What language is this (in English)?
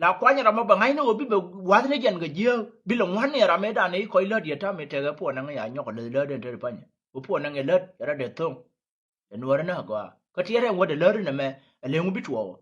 Nuer